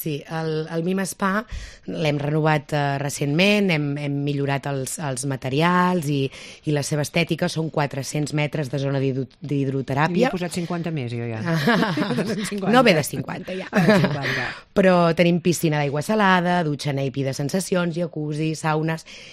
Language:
Catalan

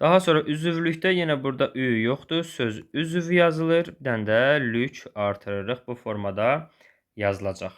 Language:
Azerbaijani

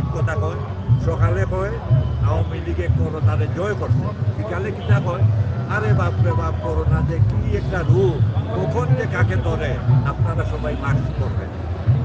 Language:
Sylheti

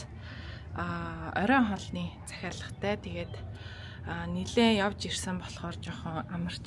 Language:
Mongolian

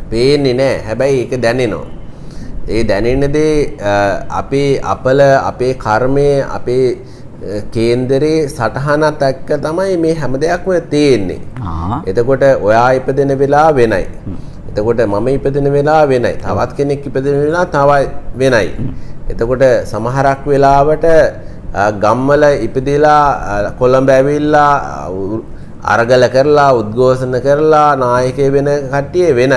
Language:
Sinhala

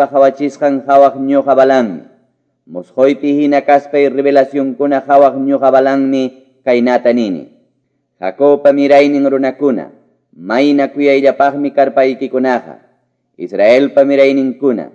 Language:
Quechua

